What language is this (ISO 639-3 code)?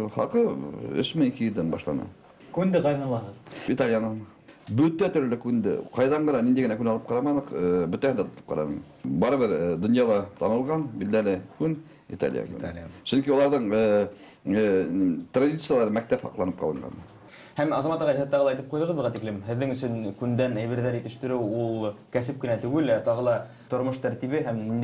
bak